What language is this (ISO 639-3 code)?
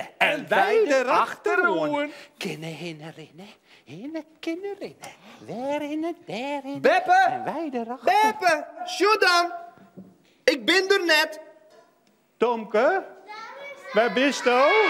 fry